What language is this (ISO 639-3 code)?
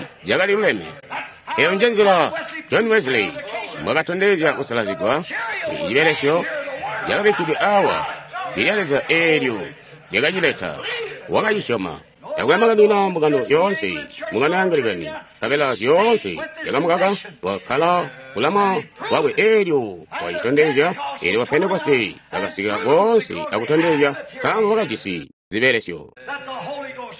toi